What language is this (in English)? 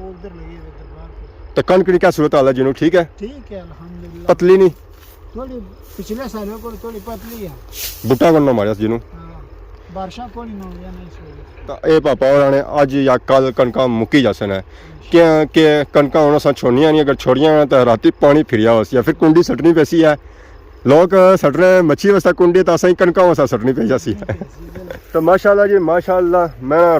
Pahari-Potwari